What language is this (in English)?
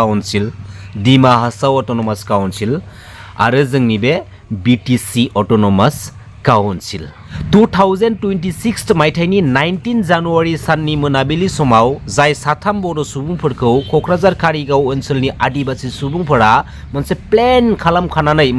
Bodo